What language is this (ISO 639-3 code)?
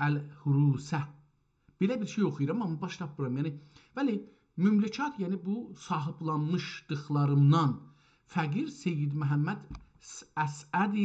azb